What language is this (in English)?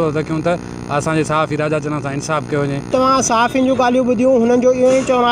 Sindhi